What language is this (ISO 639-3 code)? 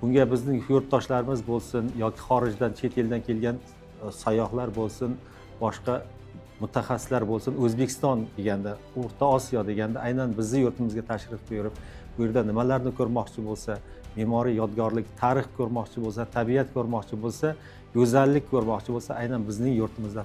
uzb